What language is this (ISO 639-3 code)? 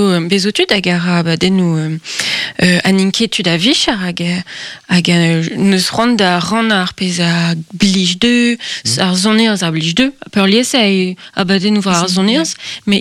bre